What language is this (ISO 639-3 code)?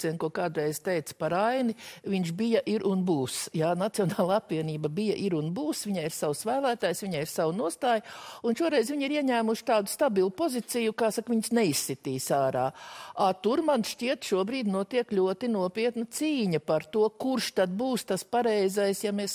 lav